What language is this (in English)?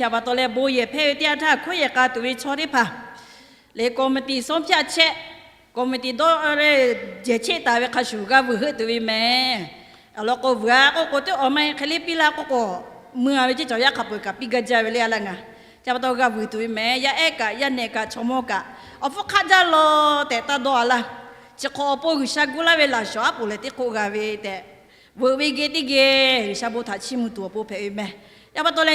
Lahu